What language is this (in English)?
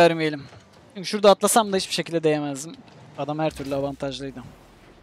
Turkish